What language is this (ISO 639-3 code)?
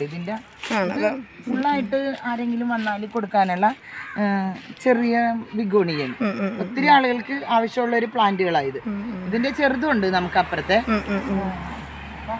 mal